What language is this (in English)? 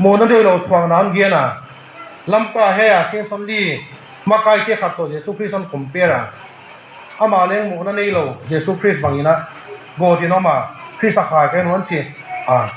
Tedim Chin